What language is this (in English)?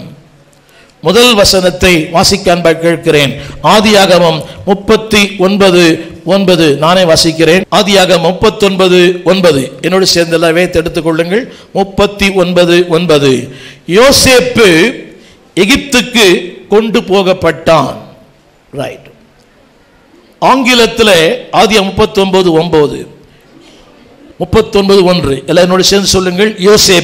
Tamil